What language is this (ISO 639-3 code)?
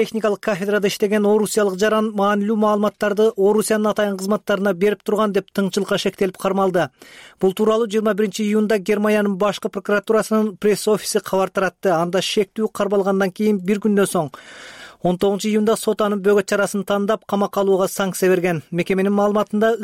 kir